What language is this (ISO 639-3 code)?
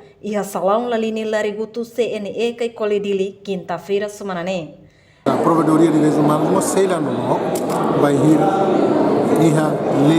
tet